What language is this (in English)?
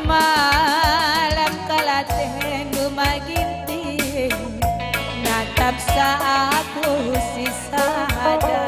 Batak Karo